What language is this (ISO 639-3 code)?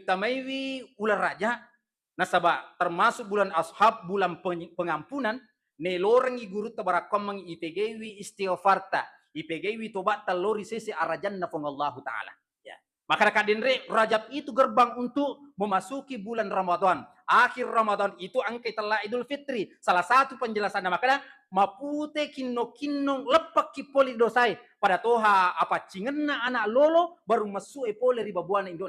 bug